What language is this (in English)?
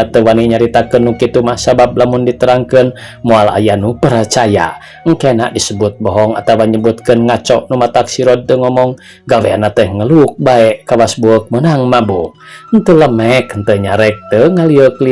Sundanese